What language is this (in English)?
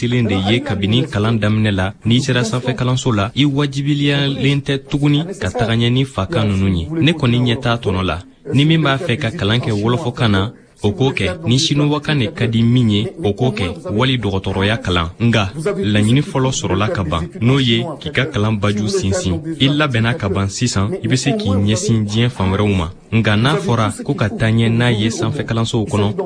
Bambara